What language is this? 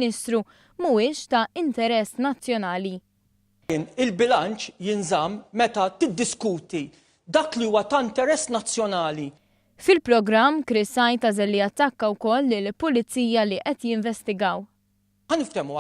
Maltese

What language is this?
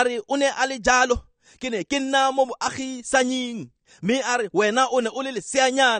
Tswana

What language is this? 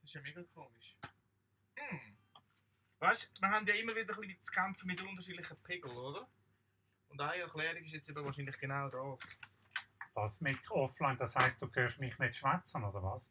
Swiss German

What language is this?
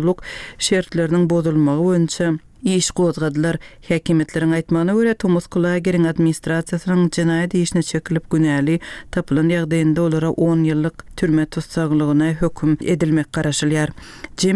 Turkmen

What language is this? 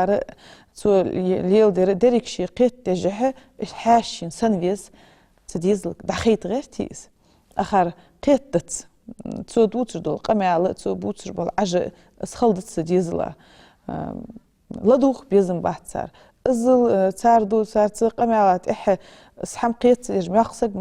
Ingush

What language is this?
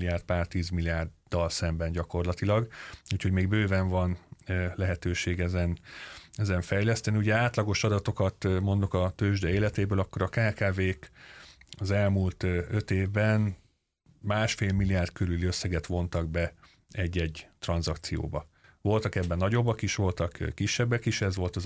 Hungarian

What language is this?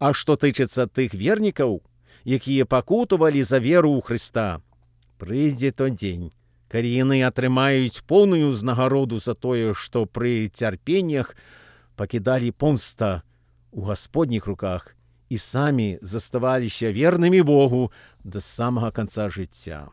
Belarusian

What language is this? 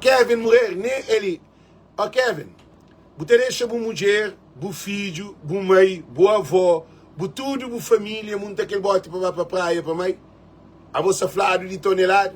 Kabuverdianu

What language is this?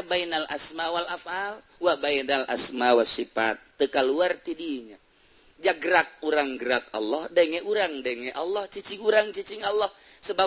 Sundanese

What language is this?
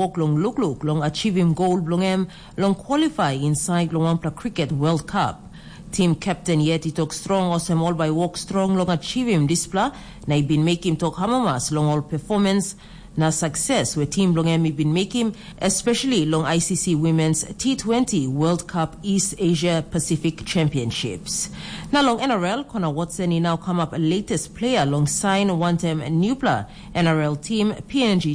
Tok Pisin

